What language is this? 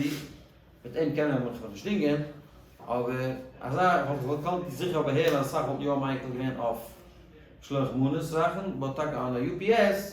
Yiddish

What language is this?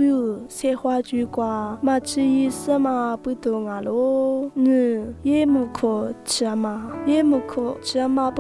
Lisu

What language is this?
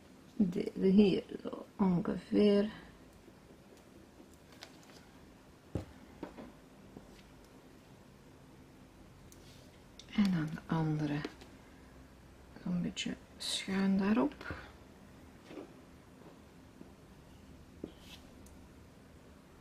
Dutch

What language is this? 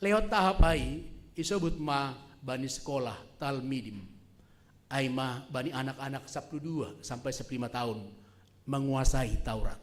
Batak Simalungun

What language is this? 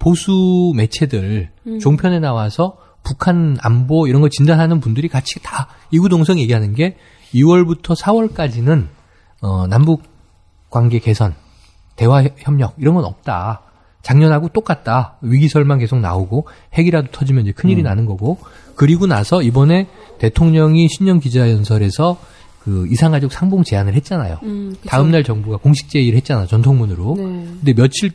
Korean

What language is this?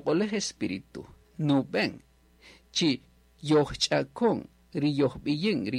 Kaqchikel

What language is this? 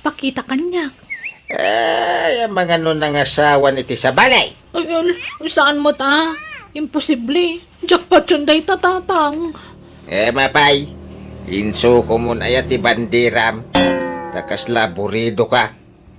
Iloko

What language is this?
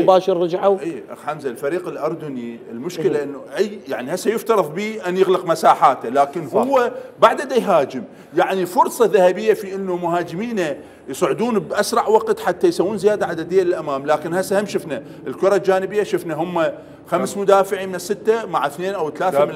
Mesopotamian Arabic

